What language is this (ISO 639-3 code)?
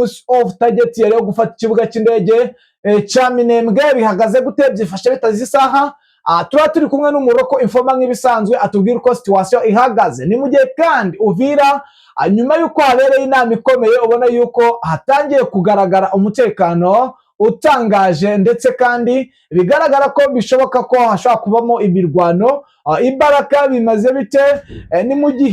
kin